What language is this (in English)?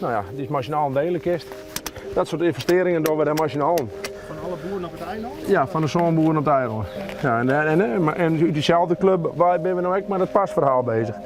Western Frisian